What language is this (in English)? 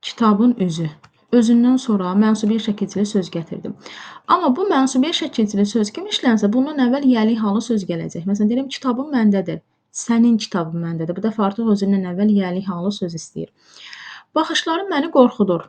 Azerbaijani